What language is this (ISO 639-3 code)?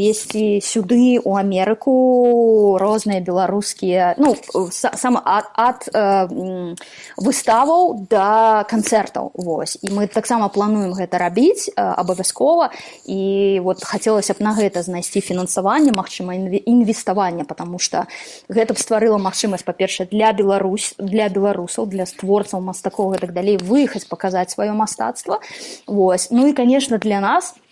bel